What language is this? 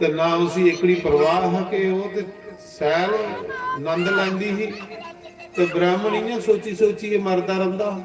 Dogri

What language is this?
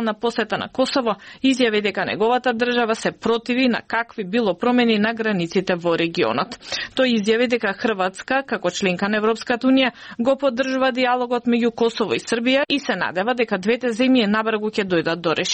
Macedonian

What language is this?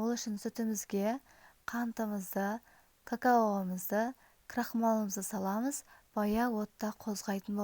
Kazakh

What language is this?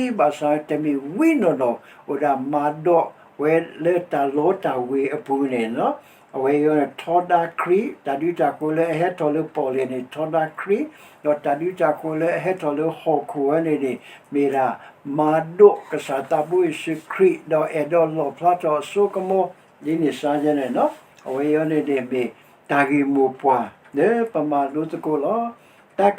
S'gaw Karen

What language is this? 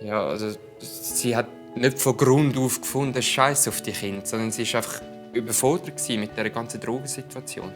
Swiss German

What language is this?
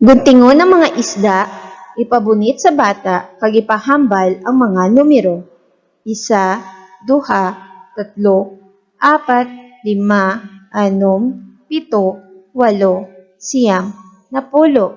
Hiligaynon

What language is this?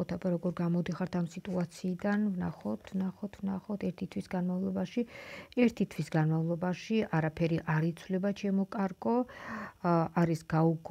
Georgian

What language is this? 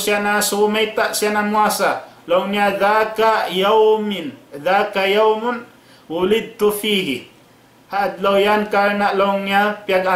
Tausug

